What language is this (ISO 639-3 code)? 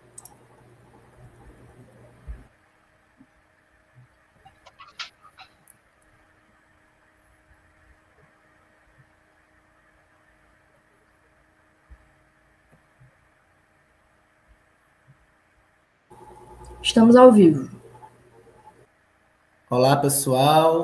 por